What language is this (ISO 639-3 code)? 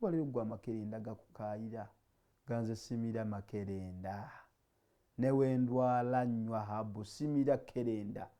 lug